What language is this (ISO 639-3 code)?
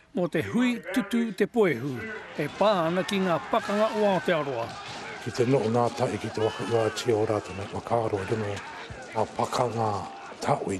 mri